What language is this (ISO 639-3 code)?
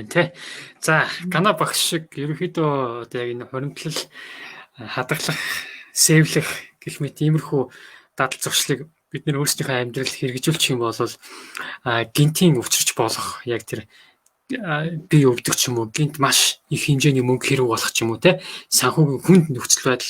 mon